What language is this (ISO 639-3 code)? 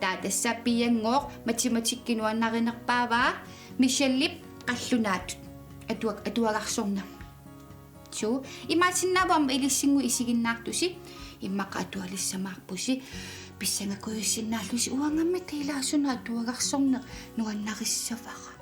kal